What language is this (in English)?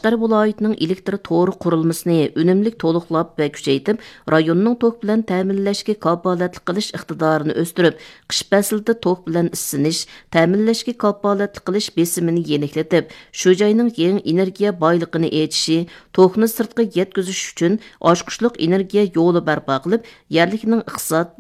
Uyghur